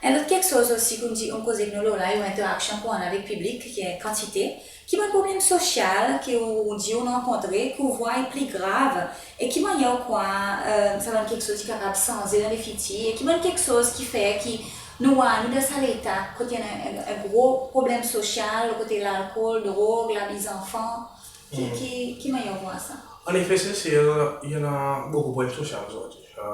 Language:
Seselwa Creole French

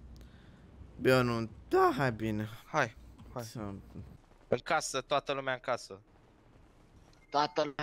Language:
Romanian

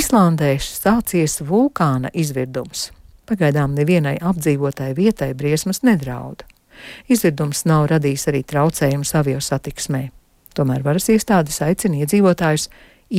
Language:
Latvian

